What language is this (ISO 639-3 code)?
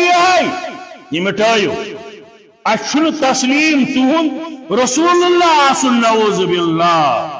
kas